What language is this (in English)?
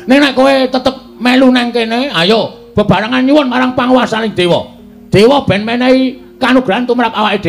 Javanese